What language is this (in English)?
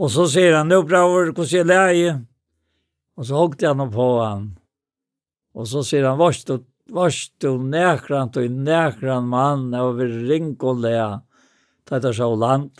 Faroese